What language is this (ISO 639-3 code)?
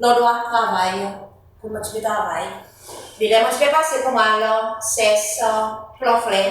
crs